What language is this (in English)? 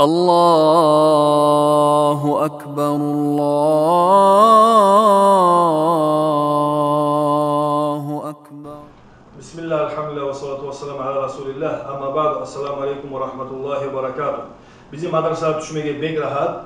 Kumyk